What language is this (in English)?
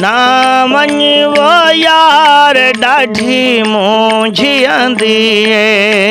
Saraiki